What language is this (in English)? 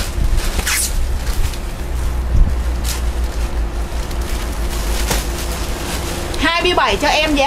Vietnamese